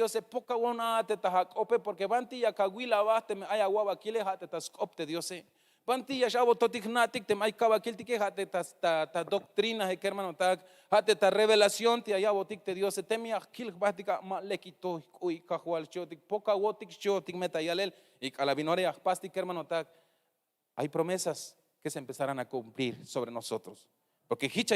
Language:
Tzeltal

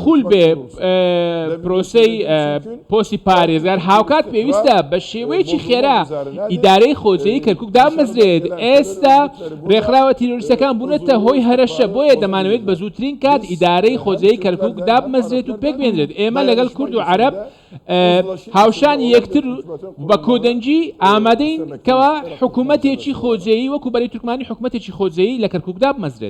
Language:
Central Kurdish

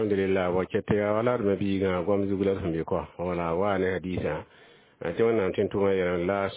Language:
Mossi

